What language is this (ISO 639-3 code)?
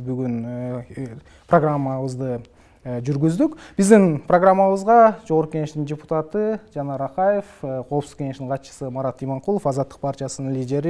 kir